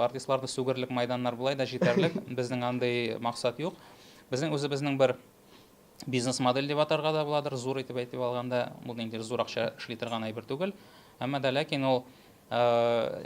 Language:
Tatar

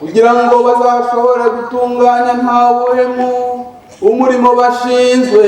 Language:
Kinyarwanda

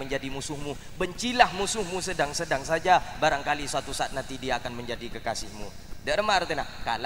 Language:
Madurese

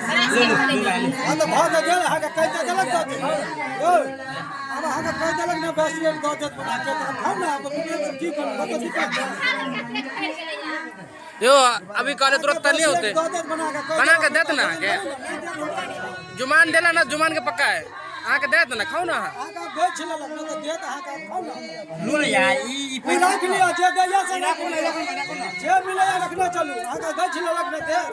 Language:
Maithili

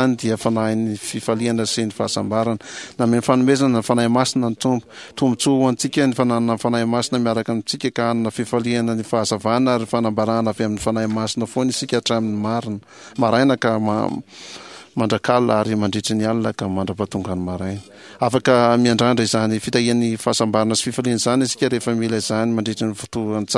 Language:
Malagasy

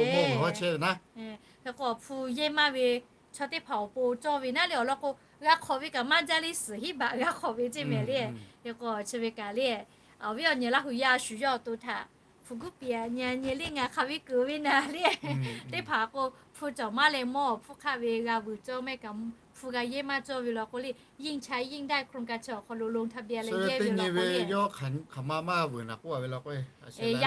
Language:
Lahu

